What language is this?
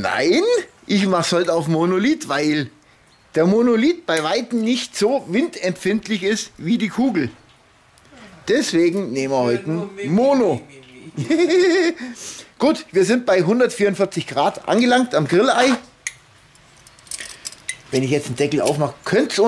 German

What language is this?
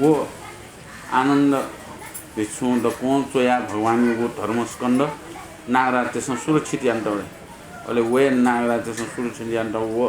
Newari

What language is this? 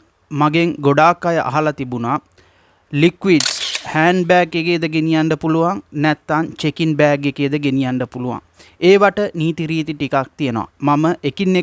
Sinhala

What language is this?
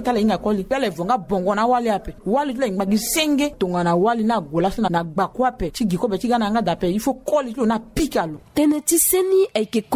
Sango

